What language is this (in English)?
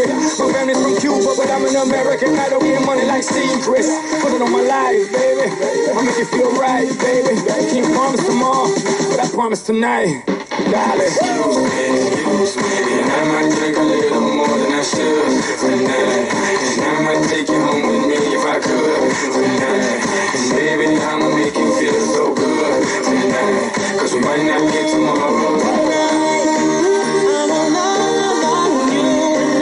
English